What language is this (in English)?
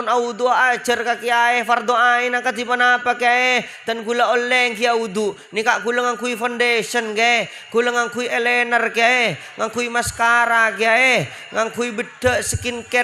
Madurese